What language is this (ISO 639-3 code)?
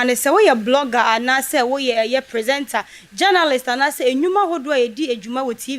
aka